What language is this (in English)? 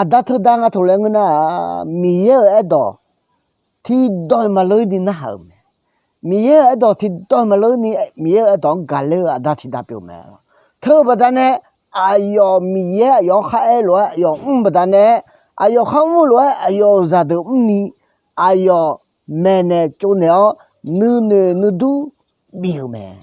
Akha